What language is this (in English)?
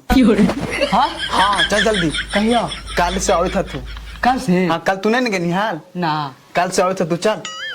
Magahi